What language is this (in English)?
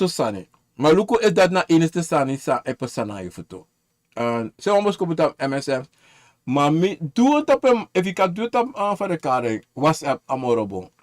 Sranan Tongo